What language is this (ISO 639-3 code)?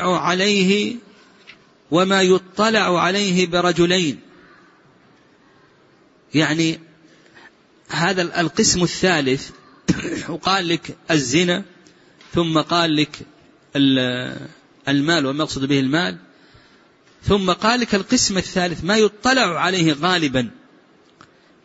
ara